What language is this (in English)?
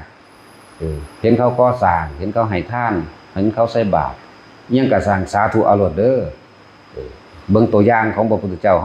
Northeastern Thai